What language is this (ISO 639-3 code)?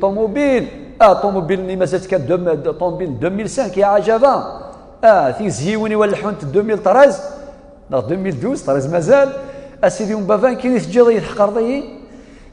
kab